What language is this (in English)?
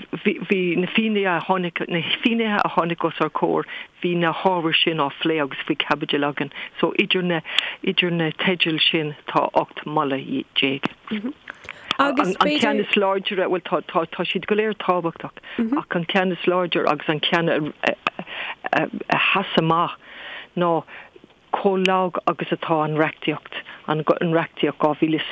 Irish